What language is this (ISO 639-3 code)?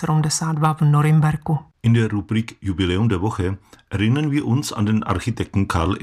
ces